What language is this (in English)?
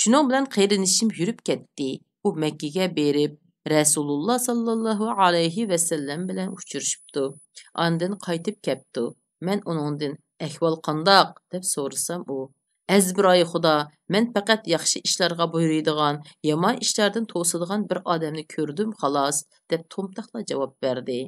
Uyghur